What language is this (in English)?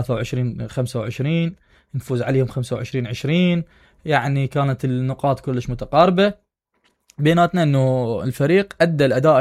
Mesopotamian Arabic